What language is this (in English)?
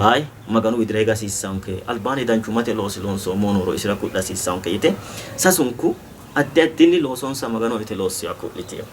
Sidamo